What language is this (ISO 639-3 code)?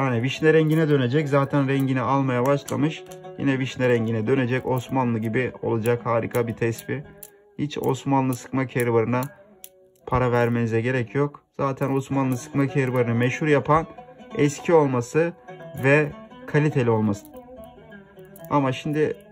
tur